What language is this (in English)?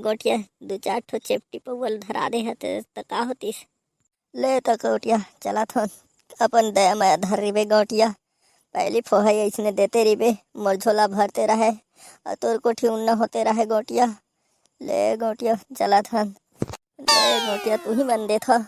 Chhattisgarhi